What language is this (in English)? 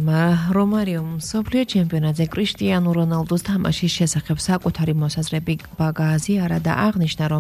Georgian